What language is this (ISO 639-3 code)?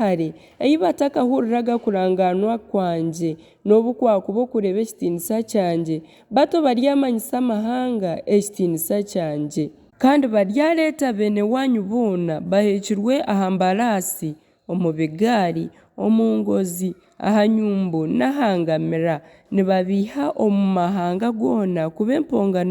nyn